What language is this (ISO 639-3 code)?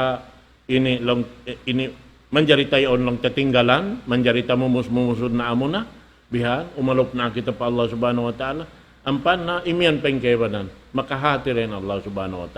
tsg